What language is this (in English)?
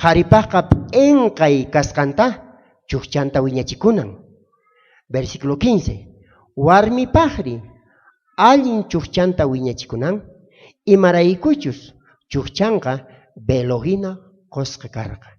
South Bolivian Quechua